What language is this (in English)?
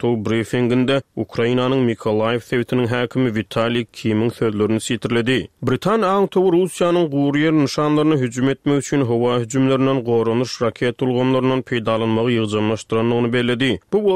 Turkmen